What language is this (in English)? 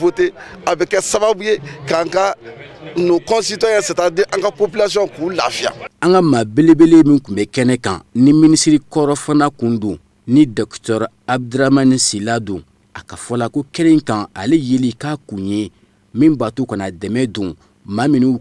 Bambara